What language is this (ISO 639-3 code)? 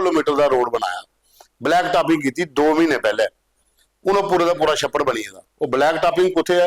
doi